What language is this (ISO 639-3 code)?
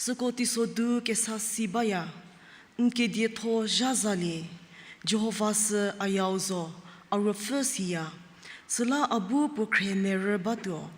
njm